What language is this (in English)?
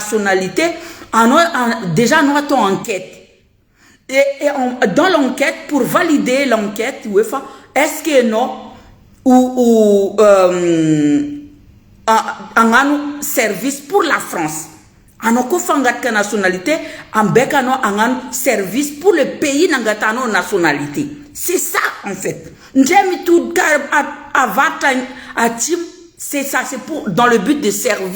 Malagasy